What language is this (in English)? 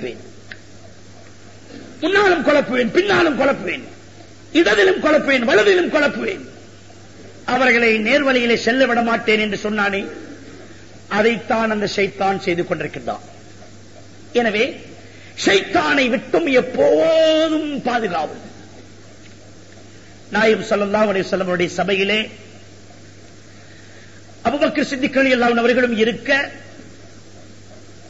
Tamil